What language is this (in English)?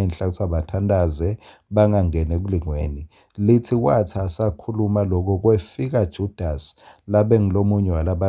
Swati